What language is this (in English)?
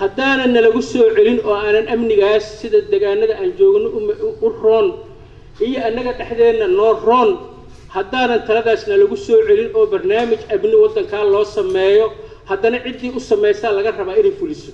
Somali